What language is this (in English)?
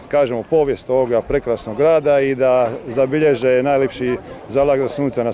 Croatian